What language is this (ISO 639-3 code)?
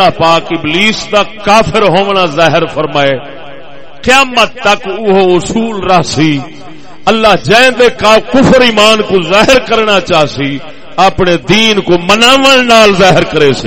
skr